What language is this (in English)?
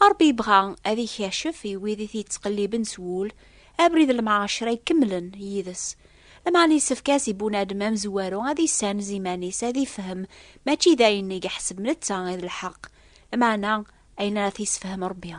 Kabyle